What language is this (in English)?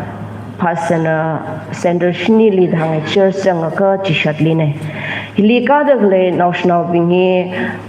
Tangkhul Naga (India)